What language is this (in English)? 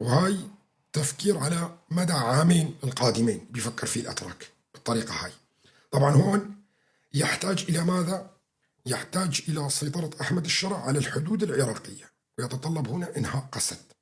North Levantine Arabic